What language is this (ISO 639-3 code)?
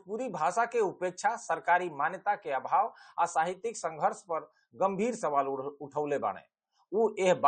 bho